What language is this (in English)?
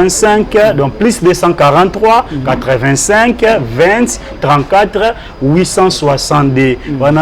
Lingala